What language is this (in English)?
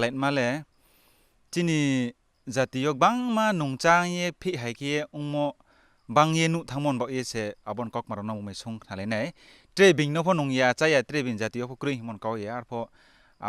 Riang (India)